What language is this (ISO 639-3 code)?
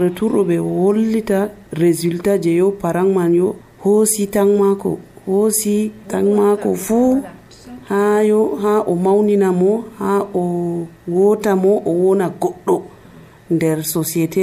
fuv